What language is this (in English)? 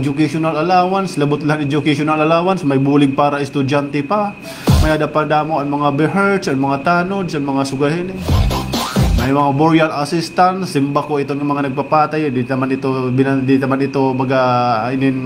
Waray